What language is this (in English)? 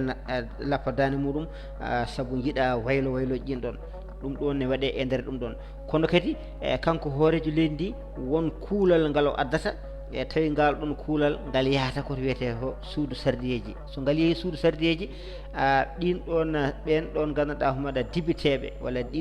Fula